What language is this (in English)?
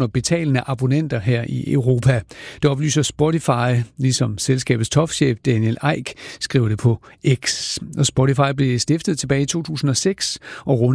Danish